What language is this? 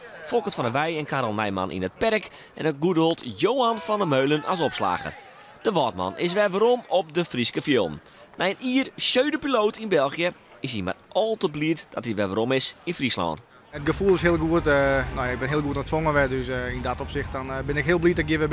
Western Frisian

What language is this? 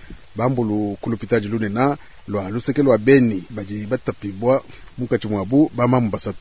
Luba-Lulua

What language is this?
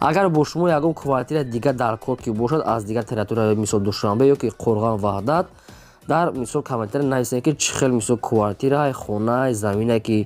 Tajik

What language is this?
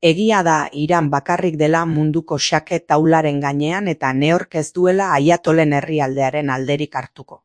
Basque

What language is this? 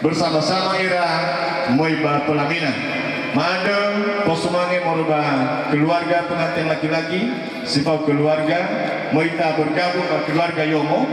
Nias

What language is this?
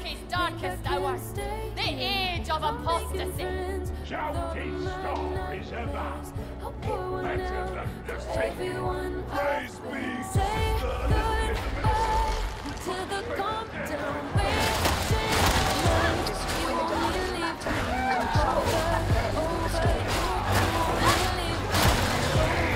English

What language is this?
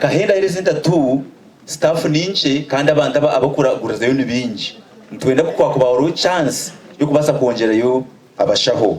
Nyankole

